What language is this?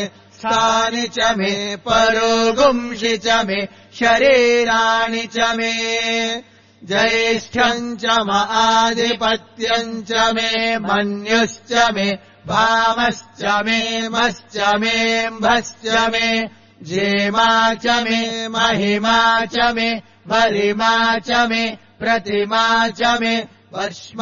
Sanskrit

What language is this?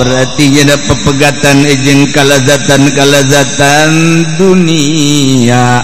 Sundanese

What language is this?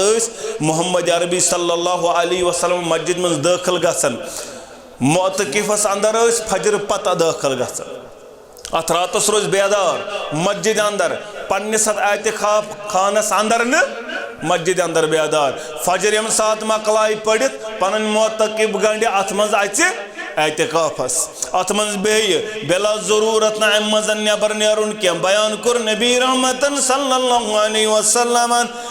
Kashmiri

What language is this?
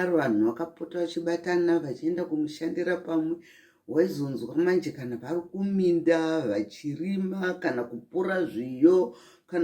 Shona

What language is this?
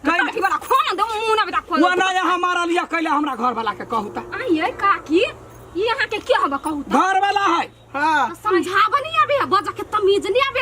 Maithili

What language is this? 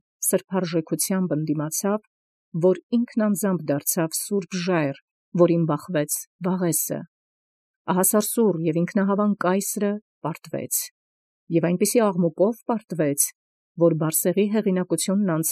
Armenian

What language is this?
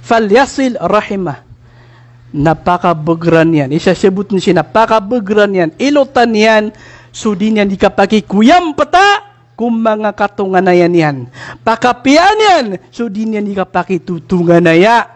Maranao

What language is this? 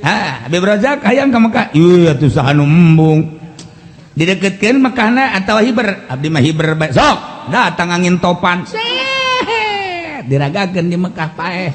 Sundanese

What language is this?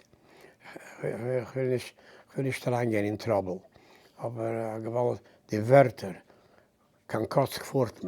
Yiddish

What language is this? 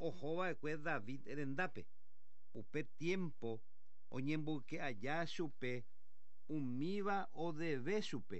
Guarani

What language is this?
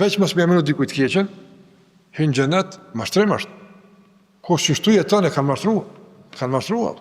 Albanian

